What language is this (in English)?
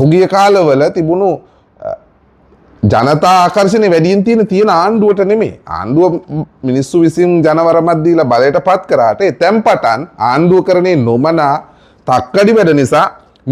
Sinhala